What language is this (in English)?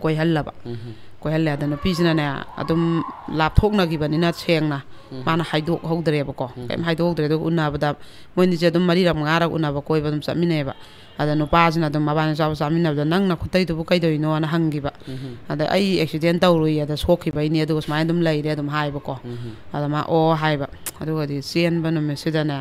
Manipuri